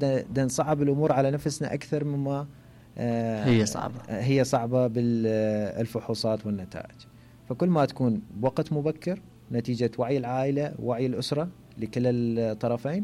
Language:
Mesopotamian Arabic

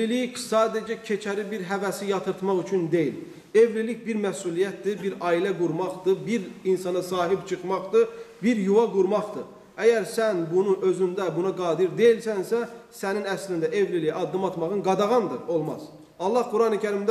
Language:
Azerbaijani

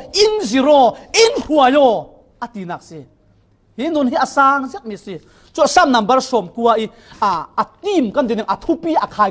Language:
Falam Chin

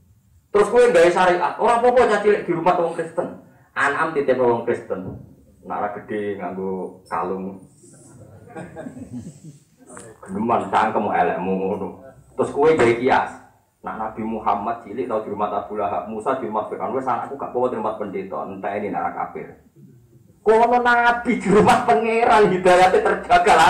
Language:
Javanese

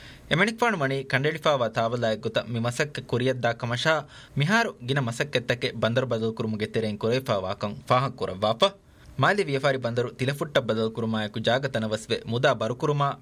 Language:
Divehi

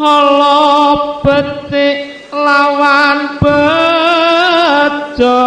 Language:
Javanese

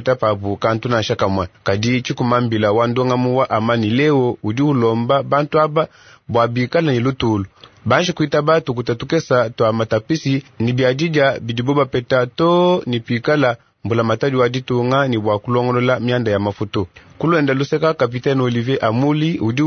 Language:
Luba-Lulua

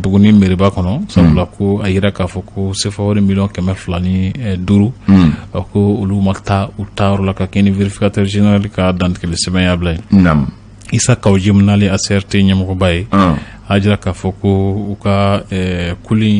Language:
Bambara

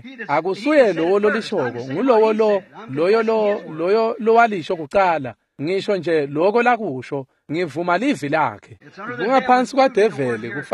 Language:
Swati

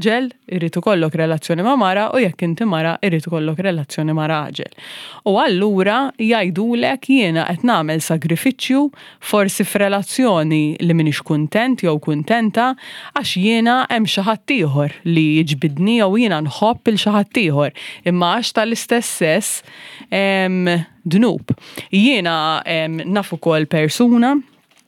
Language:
Maltese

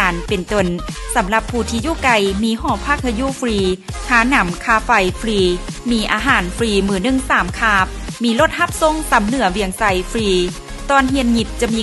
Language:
Lao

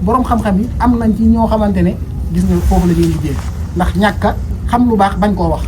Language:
Wolof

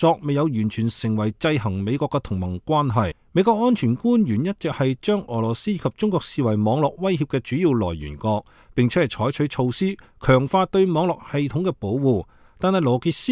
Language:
Cantonese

